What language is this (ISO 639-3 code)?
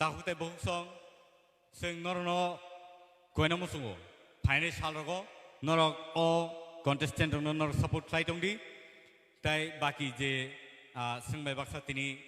trp